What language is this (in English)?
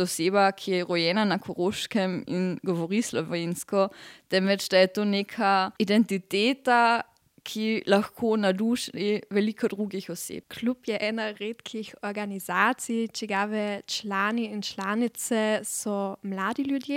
Slovenian